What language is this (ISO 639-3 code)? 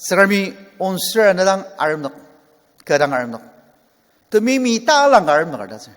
njo